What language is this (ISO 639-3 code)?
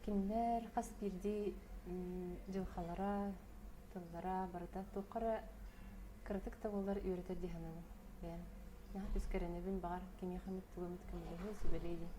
sah